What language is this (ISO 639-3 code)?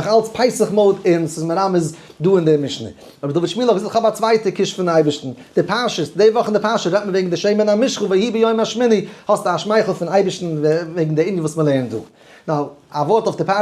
yid